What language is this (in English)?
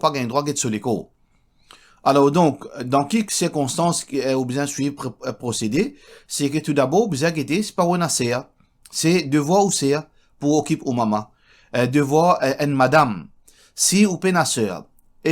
Morisyen